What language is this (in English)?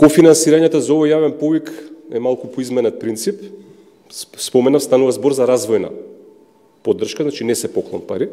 Macedonian